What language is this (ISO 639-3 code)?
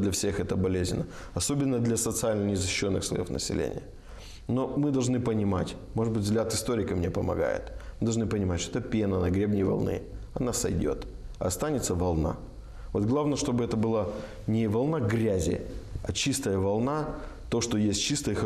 rus